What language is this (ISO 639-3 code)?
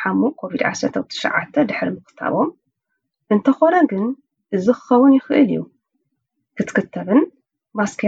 tir